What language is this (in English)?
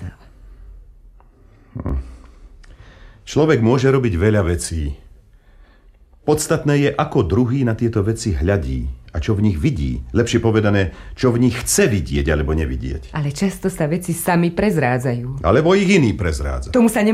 Slovak